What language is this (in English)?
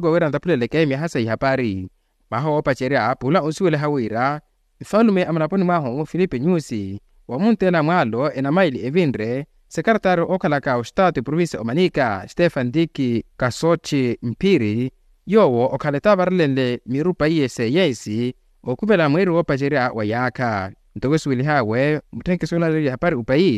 Makhuwa